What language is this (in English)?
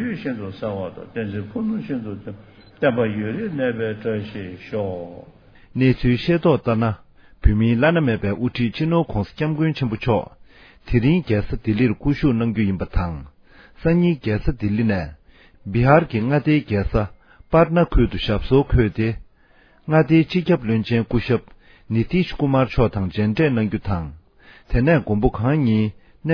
Tibetan